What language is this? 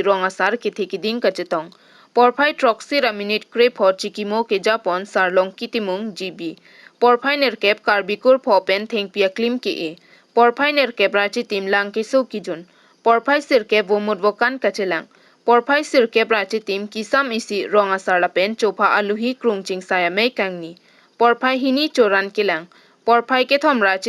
Karbi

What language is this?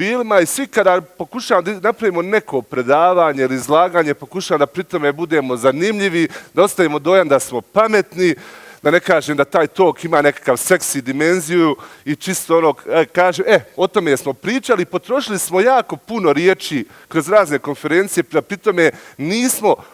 Bosnian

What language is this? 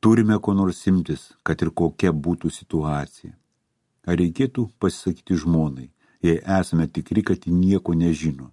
Lithuanian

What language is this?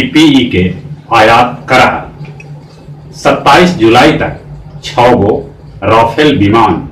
Magahi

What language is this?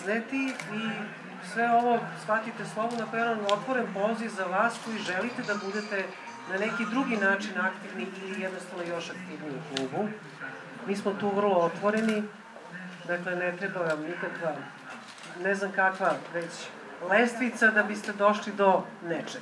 Serbian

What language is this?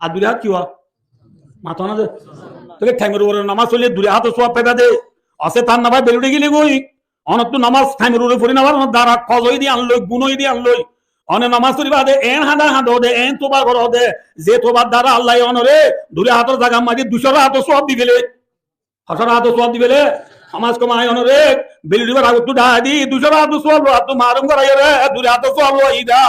Rohingya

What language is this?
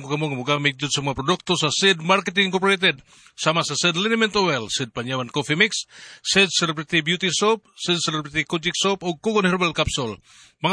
Cebuano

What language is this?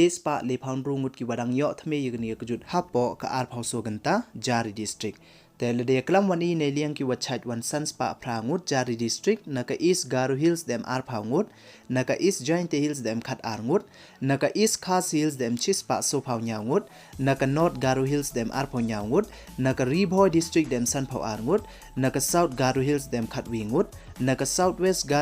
Pnar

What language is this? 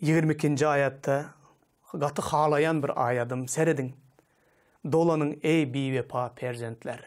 Turkmen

